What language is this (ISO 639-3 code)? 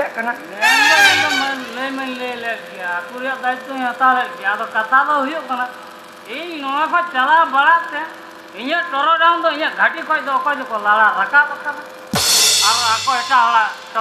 sat